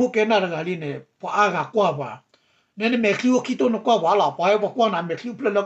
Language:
S'gaw Karen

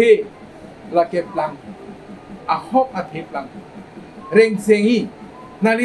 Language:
Karbi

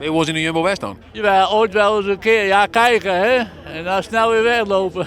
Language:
Western Frisian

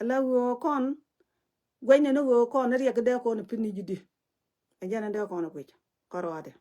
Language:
Nuer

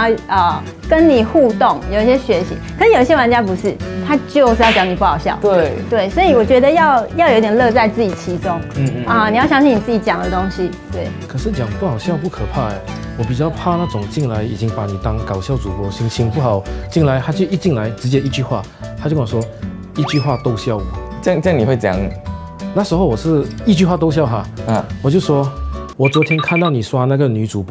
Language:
Chinese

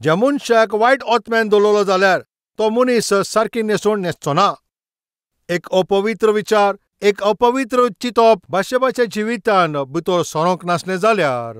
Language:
Konkani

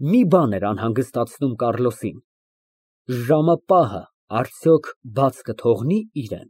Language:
Armenian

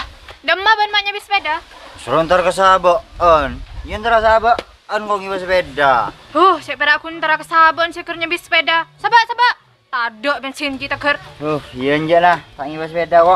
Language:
Madurese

